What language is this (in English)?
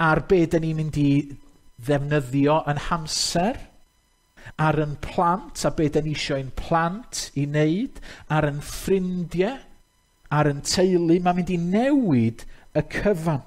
Welsh